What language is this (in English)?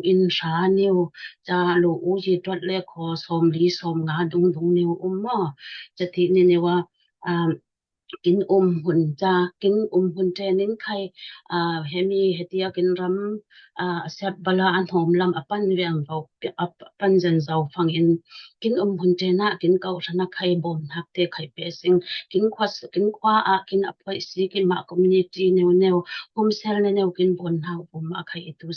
Falam Chin